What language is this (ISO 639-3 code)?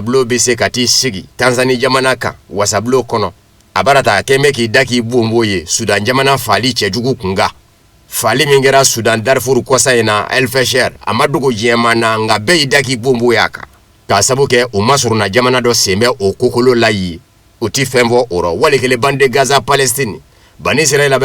bam